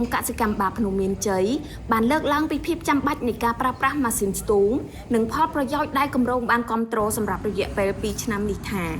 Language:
Khmer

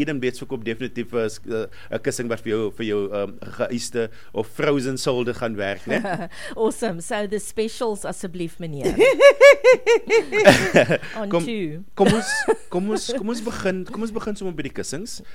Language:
Afrikaans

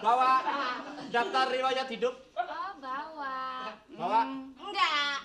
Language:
Betawi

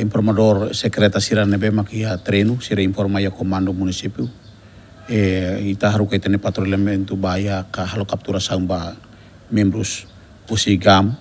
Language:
Tetum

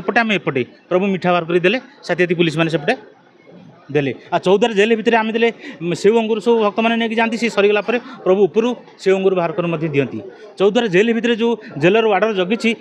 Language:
Odia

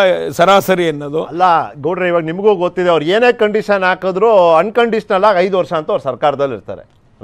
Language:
Kannada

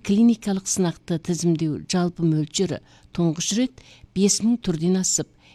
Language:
Kazakh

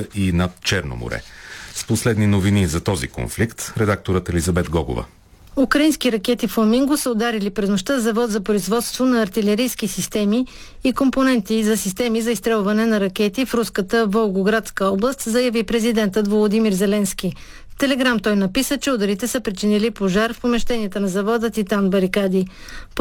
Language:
Bulgarian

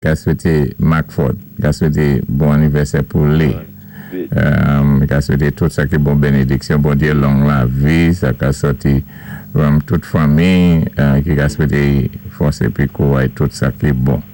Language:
Saint Lucian Creole French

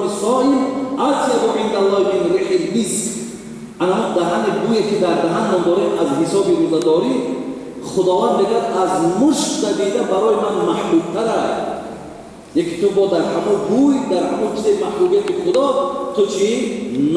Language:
Tajik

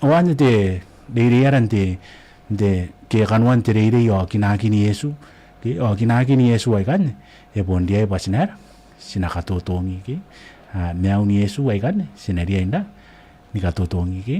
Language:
Gilbertese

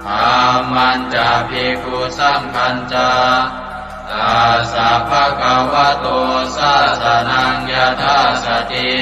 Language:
Pali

